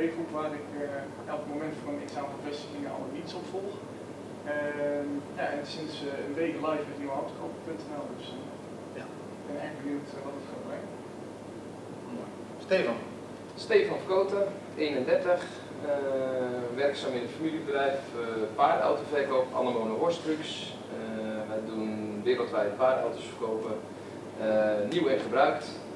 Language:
Dutch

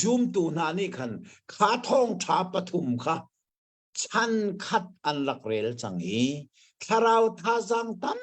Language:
Hakha Chin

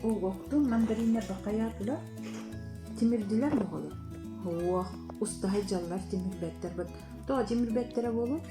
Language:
Yakut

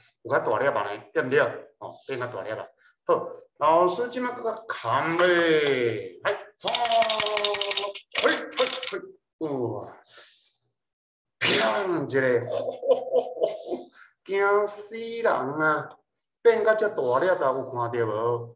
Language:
Min Nan Chinese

